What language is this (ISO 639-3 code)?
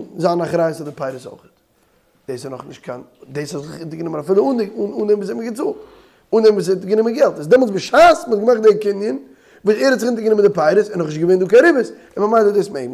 yid